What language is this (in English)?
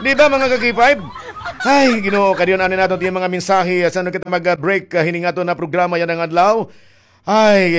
Waray